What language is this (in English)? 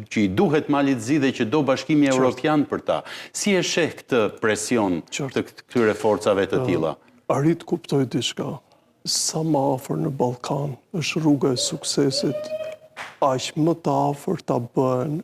Albanian